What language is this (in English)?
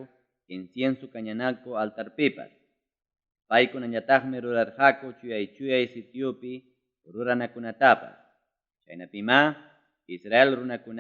Ayacucho Quechua